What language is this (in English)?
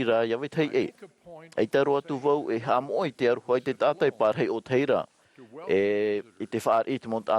Tahitian